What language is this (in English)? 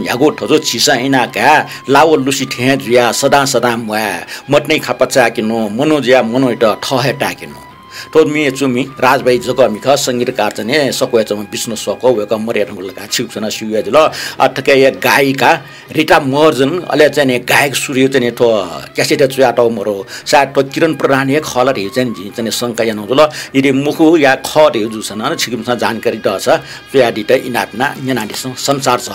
Newari